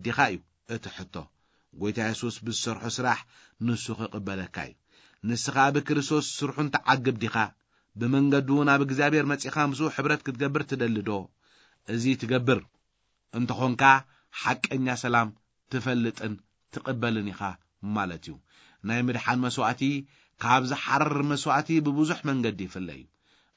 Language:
Tigrinya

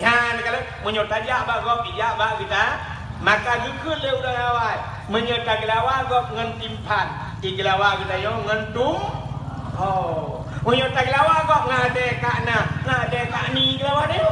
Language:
Achinese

